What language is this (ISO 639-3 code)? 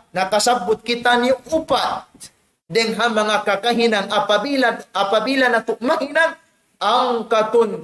tsg